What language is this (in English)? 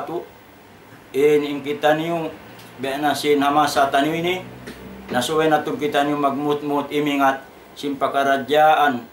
Tausug